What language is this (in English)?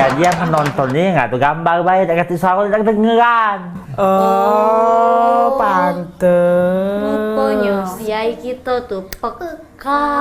Musi